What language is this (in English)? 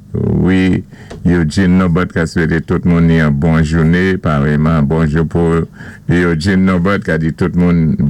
Saint Lucian Creole French